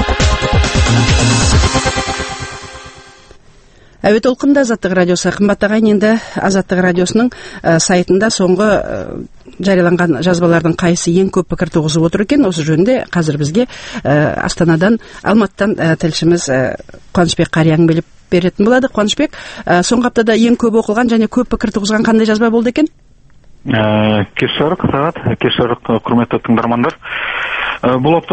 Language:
Kazakh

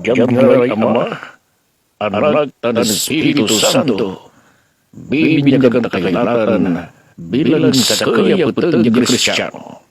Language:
Pangasinan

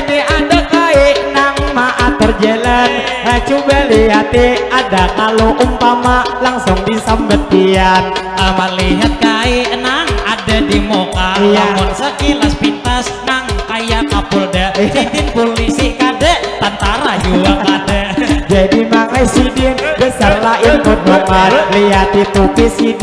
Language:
Banjar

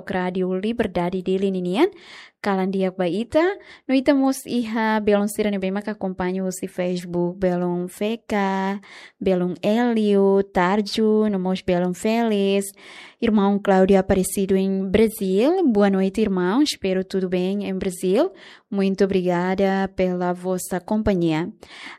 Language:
Tetum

